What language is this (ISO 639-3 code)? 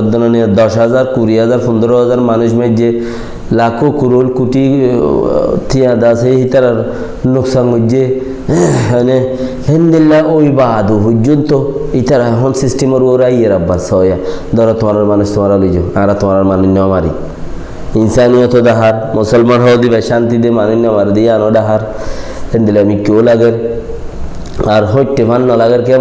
rhg